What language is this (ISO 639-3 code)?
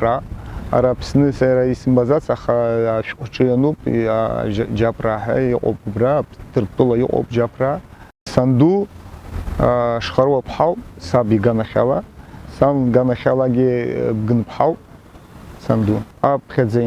abk